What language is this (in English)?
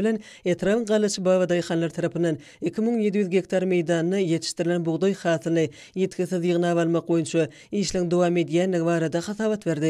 Turkmen